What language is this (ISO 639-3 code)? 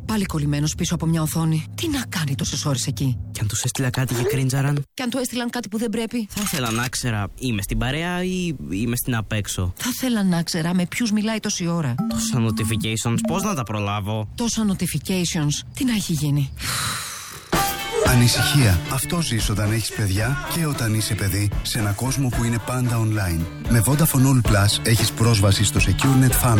ell